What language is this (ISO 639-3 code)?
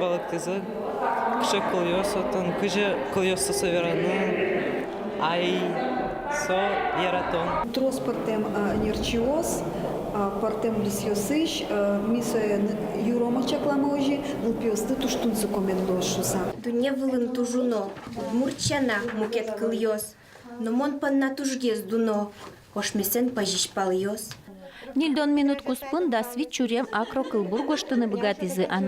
udm